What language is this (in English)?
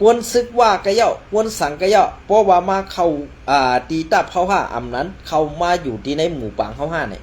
Shan